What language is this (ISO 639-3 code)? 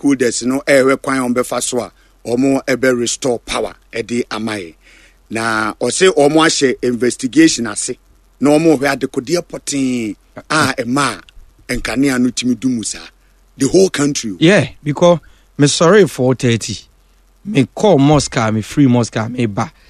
aka